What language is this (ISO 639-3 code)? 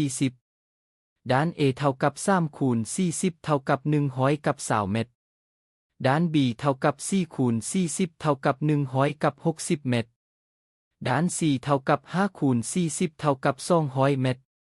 lao